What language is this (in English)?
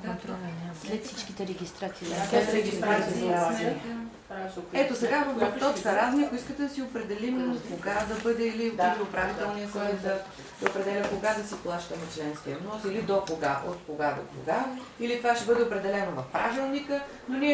Bulgarian